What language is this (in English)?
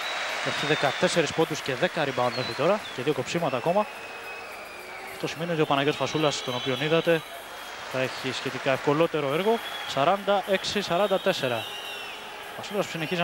Greek